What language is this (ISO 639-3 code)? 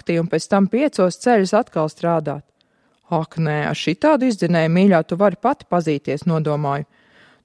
lav